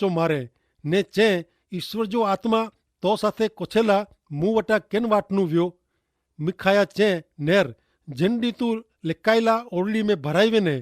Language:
Kachhi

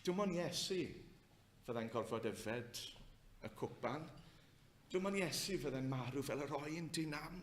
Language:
Welsh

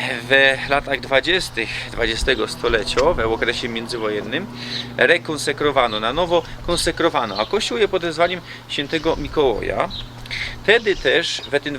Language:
Silesian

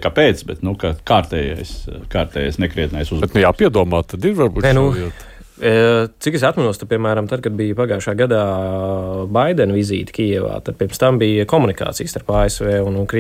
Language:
Latvian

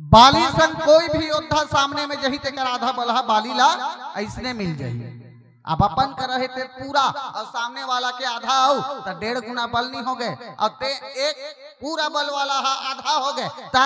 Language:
Chhattisgarhi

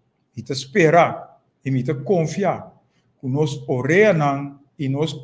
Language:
Papiamento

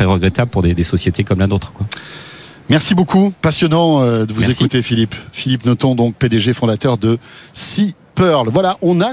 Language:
French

